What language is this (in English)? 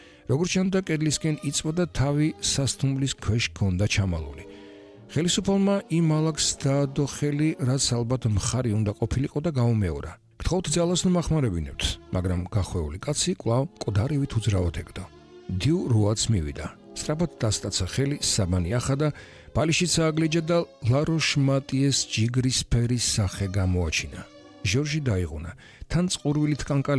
Georgian